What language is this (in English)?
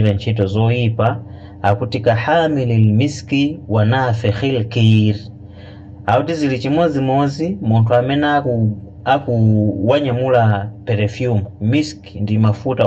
Nyanja